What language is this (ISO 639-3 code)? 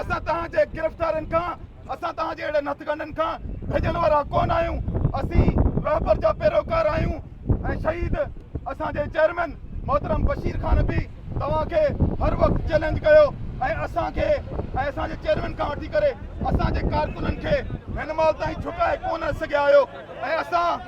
snd